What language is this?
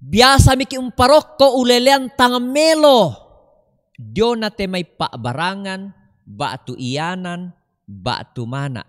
Toraja-Sa'dan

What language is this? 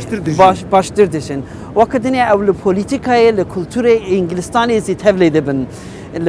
Kurdish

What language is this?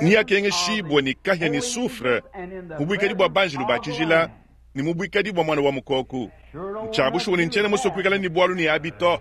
Luba-Lulua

